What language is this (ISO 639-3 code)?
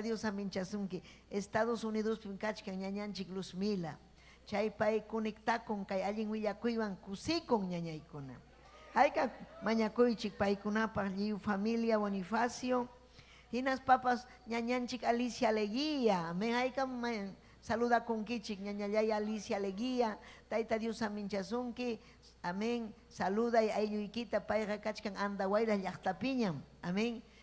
quy